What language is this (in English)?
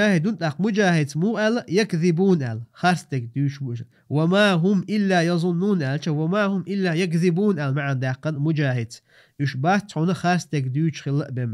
Chechen